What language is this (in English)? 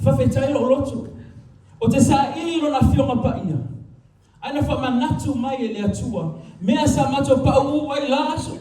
Samoan